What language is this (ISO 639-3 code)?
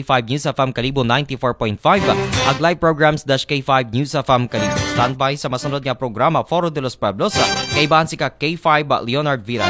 akl